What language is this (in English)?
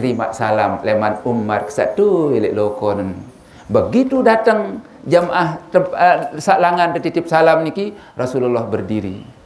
Sasak